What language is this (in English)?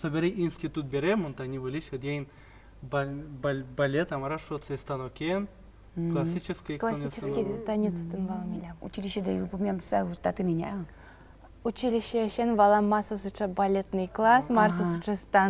Udmurt